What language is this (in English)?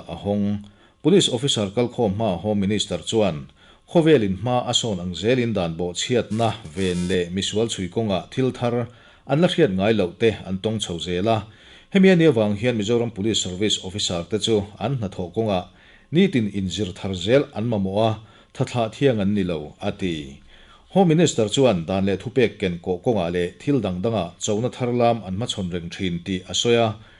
Mizo